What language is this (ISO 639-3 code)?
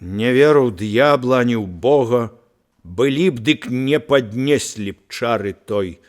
bel